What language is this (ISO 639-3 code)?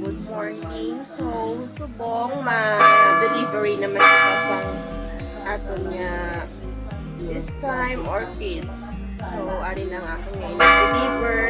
hil